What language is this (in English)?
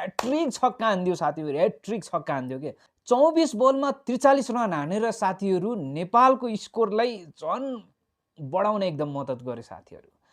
Nepali